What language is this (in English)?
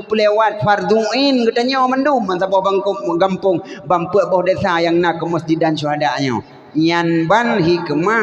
Achinese